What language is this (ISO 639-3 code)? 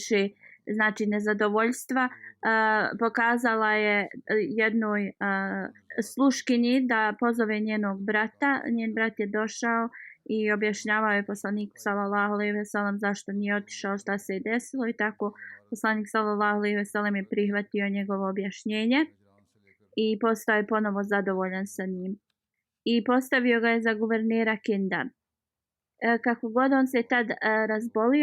bos